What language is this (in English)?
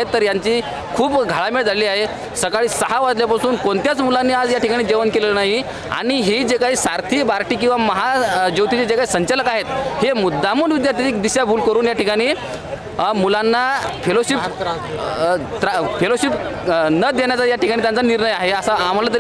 Marathi